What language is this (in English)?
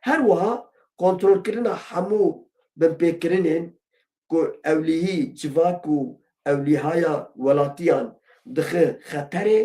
Kurdish